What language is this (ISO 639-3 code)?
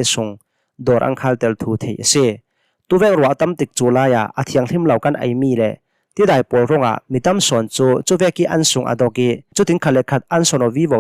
cnh